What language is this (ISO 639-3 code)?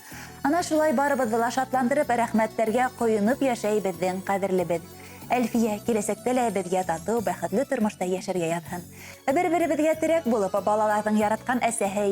bak